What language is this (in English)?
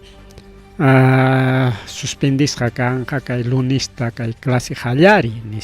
Ayacucho Quechua